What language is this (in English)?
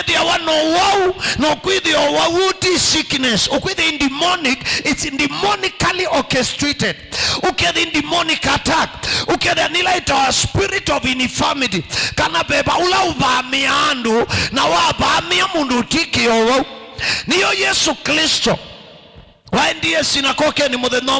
Kamba